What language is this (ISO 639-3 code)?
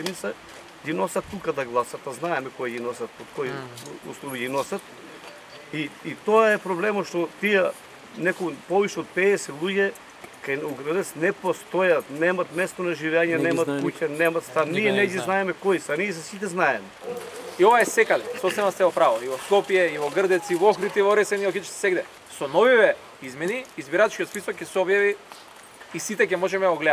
mkd